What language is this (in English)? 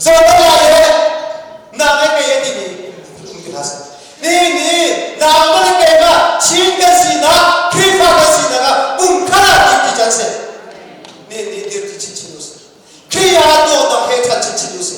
Hakha Chin